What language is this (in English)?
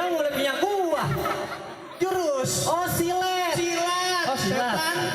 Betawi